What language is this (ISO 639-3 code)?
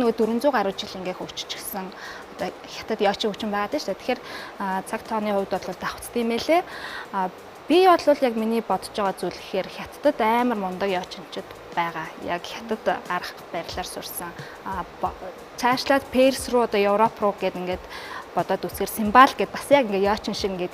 mon